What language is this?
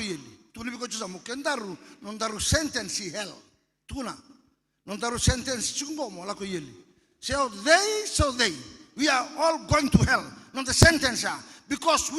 Fijian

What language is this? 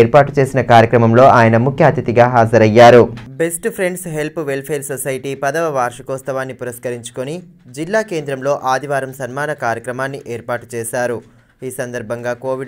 Telugu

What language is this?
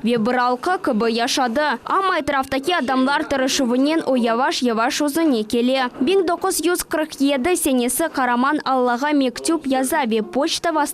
Crimean Tatar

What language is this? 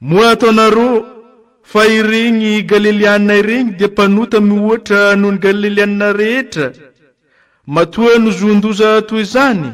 Malagasy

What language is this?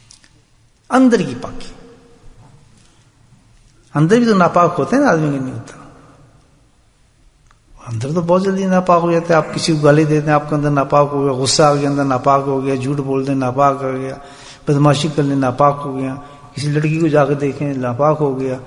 Urdu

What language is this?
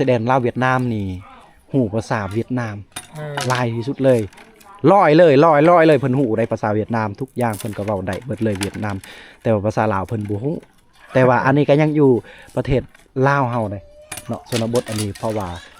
Lao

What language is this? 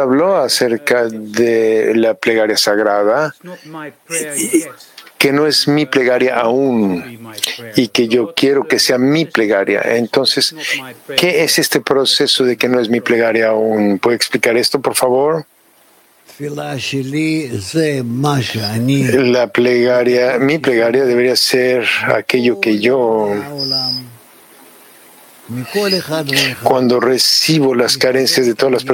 Spanish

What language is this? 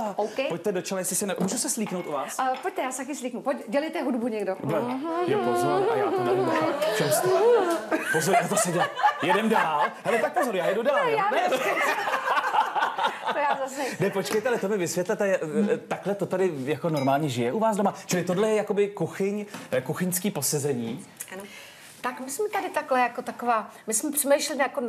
Czech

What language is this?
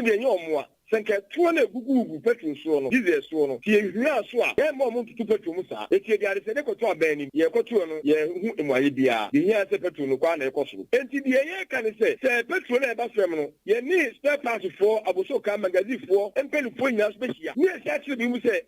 Akan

